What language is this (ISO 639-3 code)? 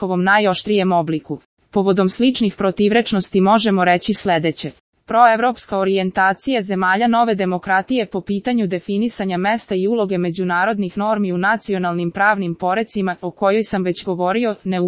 srp